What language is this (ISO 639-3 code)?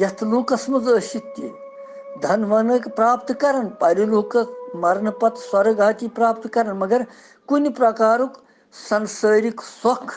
kas